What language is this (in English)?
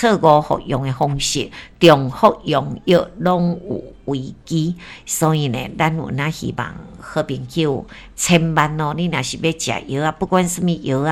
Min Nan Chinese